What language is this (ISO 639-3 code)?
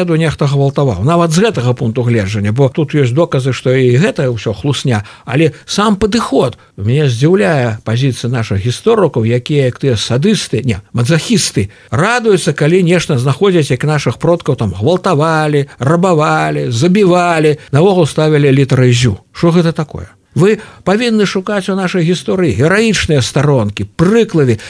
bel